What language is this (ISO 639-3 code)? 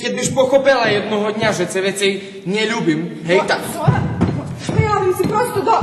rue